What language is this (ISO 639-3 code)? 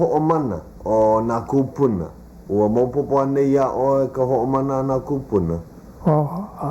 haw